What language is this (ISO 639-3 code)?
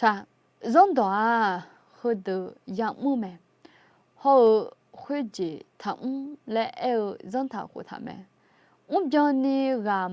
ahk